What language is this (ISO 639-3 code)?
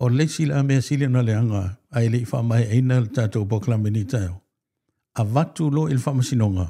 smo